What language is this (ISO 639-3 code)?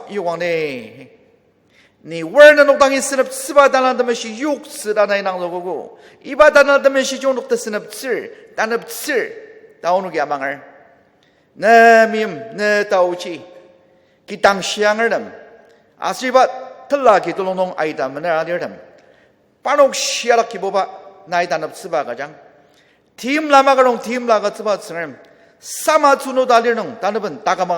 njo